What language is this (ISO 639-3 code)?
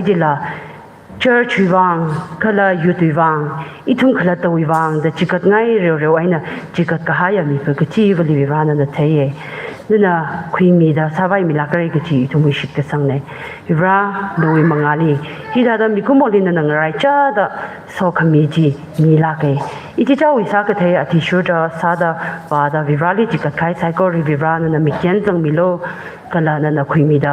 nmf